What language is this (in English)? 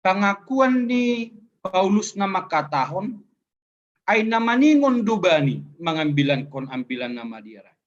Batak Simalungun